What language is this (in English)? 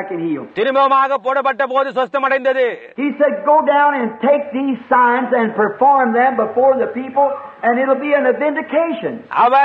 Tamil